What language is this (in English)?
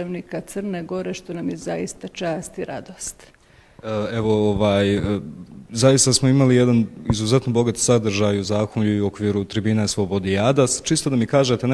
Bosnian